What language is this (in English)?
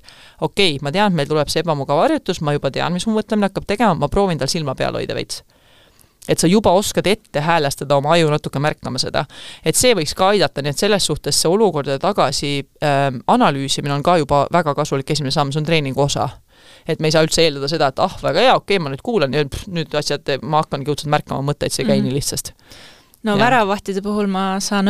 Estonian